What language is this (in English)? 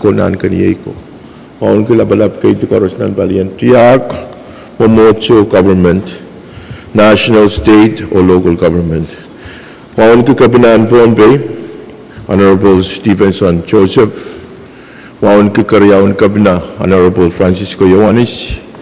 Pohnpeian